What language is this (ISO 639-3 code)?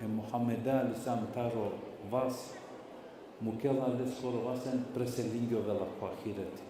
rmn